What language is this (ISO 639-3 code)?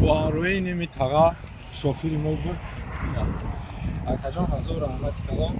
tgk